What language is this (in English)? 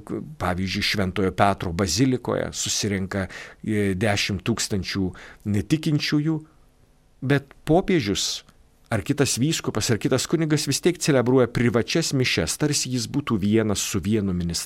Lithuanian